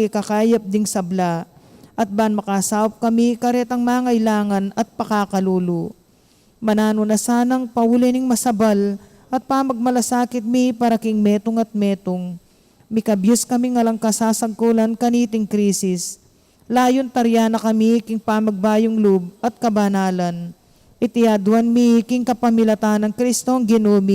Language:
Pampanga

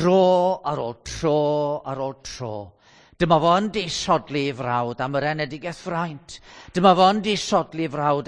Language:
Welsh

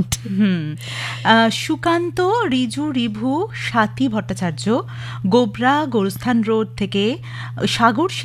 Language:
Bangla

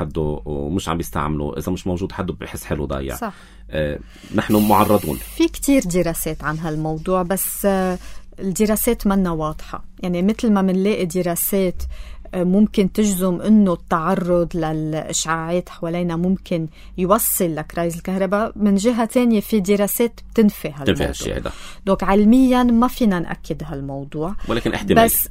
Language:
North Levantine Arabic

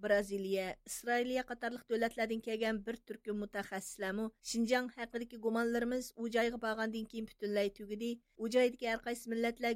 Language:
Uyghur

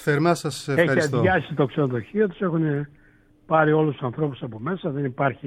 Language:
Greek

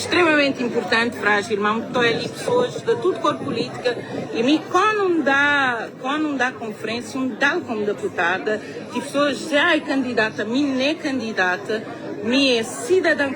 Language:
Kabuverdianu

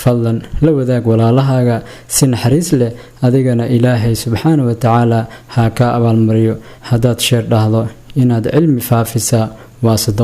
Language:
Somali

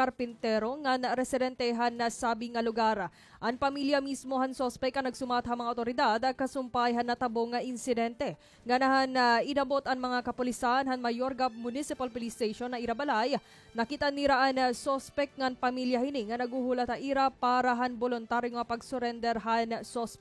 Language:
Waray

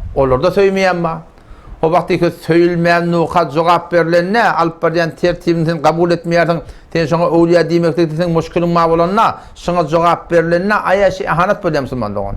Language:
Turkmen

